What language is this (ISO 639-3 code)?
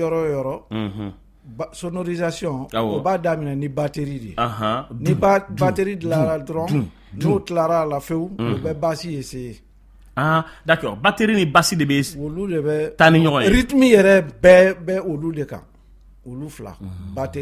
bam